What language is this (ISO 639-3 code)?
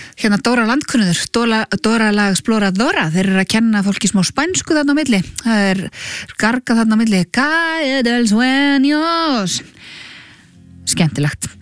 isl